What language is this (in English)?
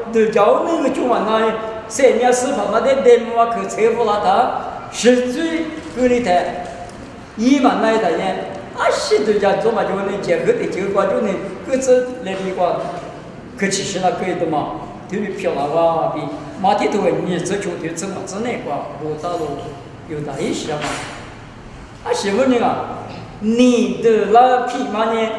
Lisu